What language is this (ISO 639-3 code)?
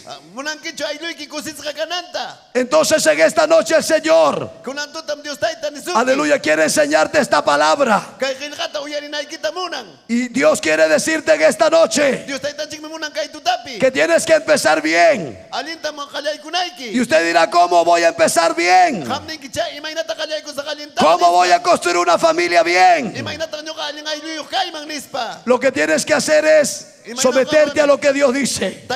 quy